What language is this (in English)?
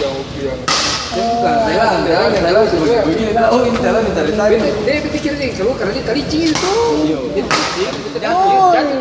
Ambonese Malay